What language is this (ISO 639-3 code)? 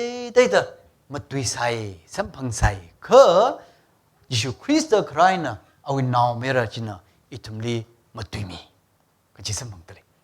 nmf